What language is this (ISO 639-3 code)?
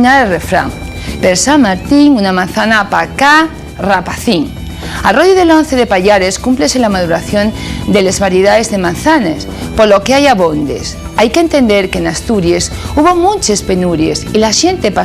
ast